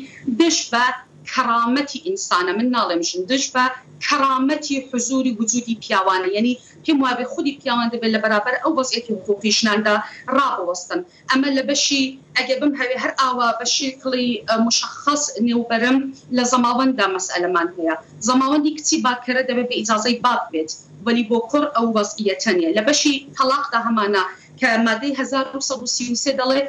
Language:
Central Kurdish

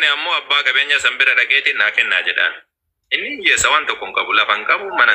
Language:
Oromo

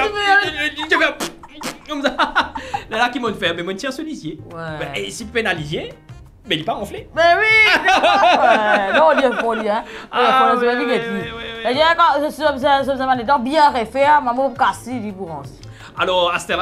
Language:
Morisyen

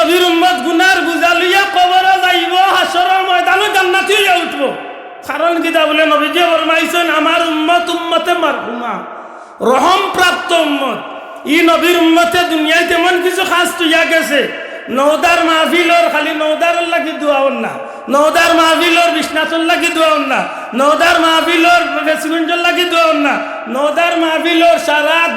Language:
Sylheti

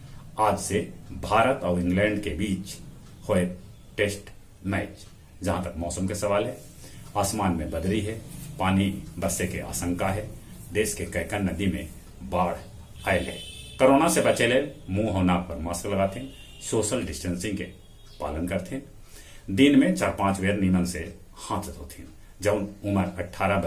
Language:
Magahi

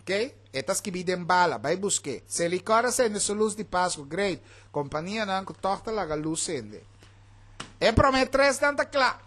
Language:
Papiamento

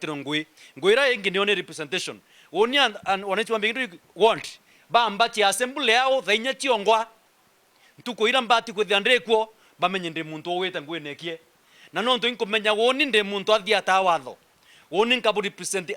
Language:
Meru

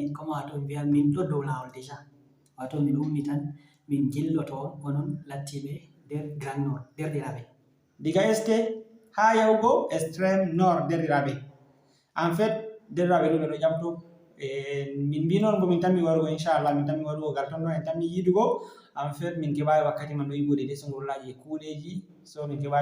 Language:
Fula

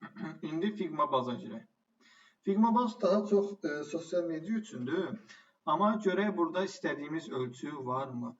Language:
Azerbaijani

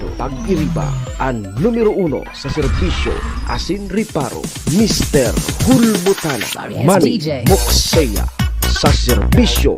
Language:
Bikol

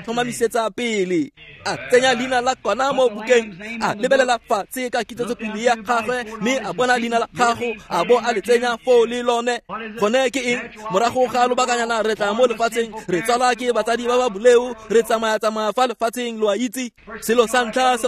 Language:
Tswana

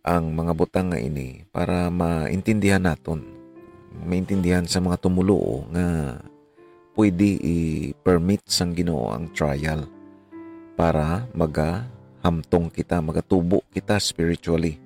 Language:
Hiligaynon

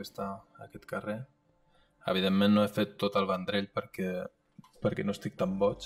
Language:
Catalan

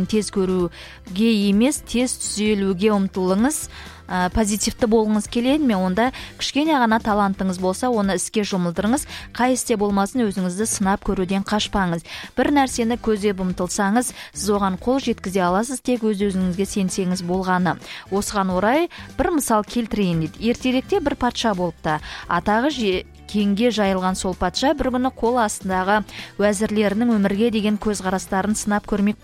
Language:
Kazakh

